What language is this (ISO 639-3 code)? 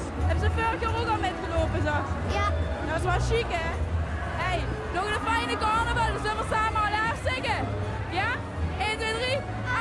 lim